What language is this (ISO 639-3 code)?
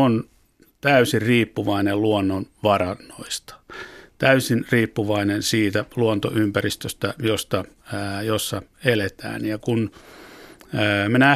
fin